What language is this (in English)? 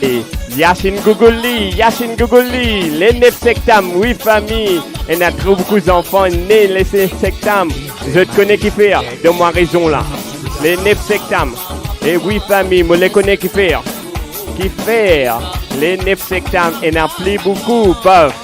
Morisyen